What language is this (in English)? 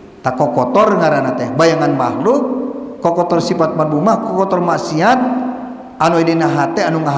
Sundanese